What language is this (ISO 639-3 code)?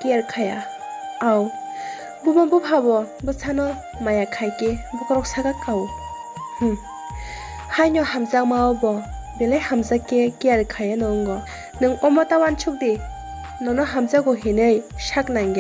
trp